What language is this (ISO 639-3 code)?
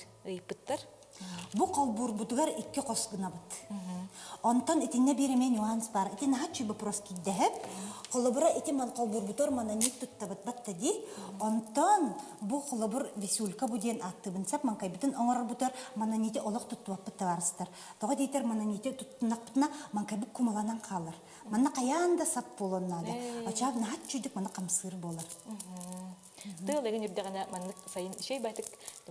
sah